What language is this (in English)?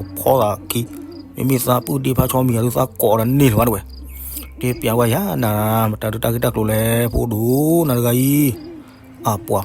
S'gaw Karen